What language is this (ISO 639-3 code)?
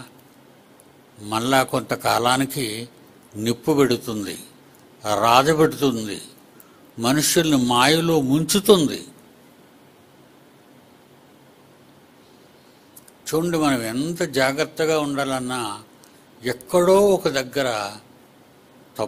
tel